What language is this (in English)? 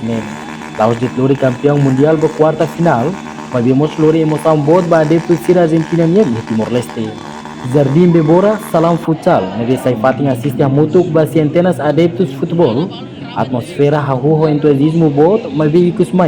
Tetum